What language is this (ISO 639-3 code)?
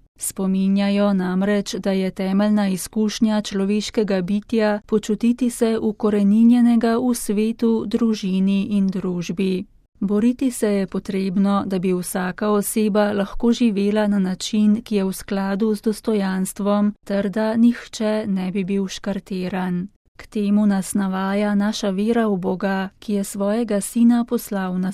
slv